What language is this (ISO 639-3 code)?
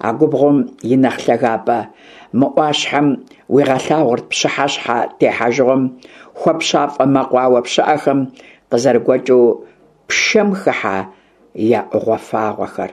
kbd